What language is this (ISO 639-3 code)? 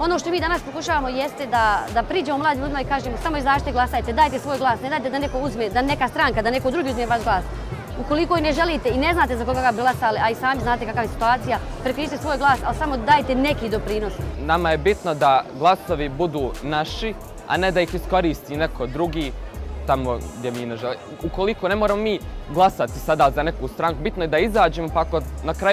bos